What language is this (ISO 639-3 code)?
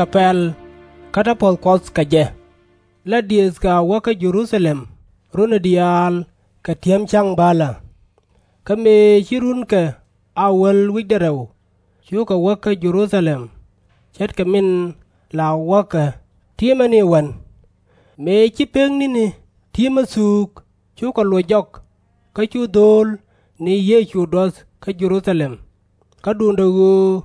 nus